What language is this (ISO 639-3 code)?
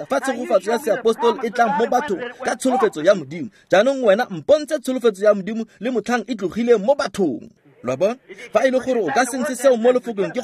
tsn